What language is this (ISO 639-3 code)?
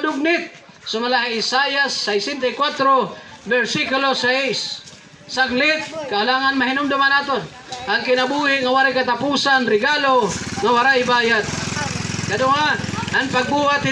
war